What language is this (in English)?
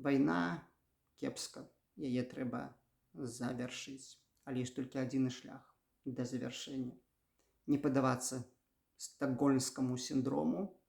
Belarusian